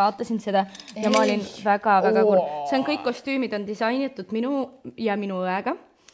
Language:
Estonian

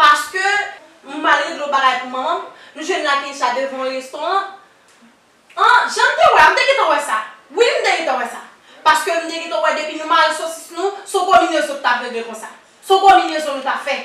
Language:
Haitian Creole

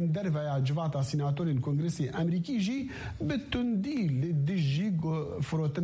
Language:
Kurdish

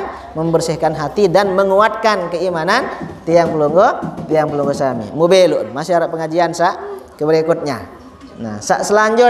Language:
Sasak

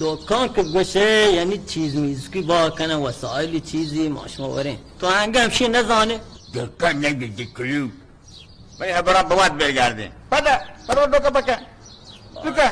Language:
Baluchi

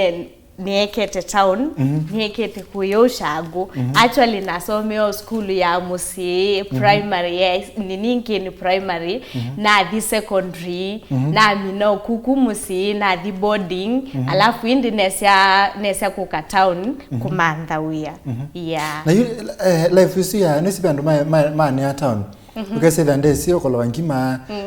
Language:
Kamba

